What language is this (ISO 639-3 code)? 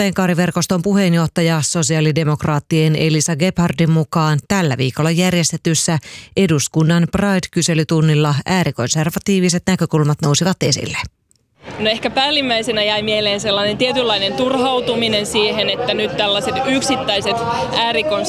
fin